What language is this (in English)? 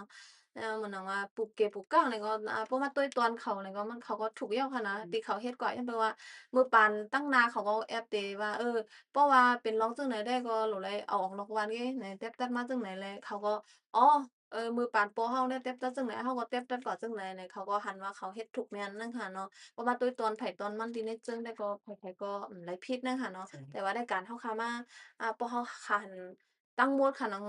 Shan